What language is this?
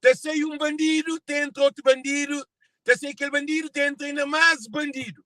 Kabuverdianu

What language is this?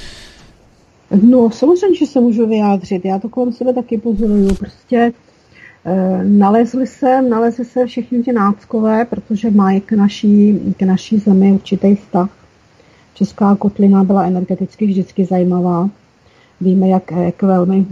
Czech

